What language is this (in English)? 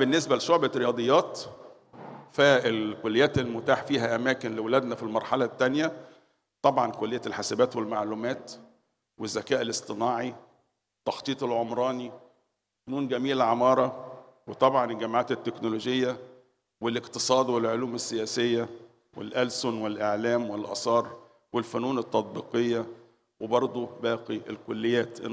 Egyptian Arabic